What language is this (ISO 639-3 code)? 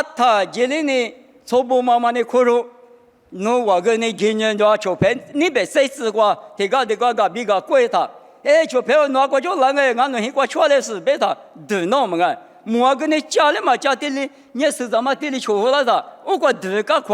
lis